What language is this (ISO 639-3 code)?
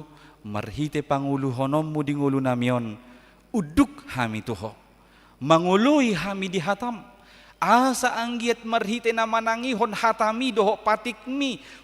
bbc